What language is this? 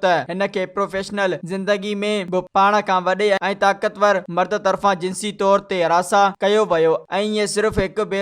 Sindhi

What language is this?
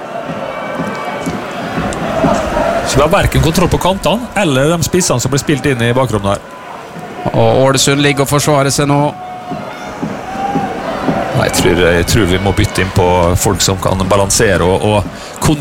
Norwegian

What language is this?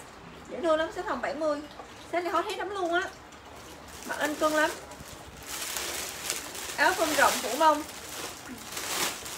Vietnamese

